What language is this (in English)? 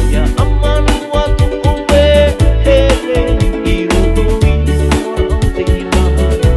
Tahitian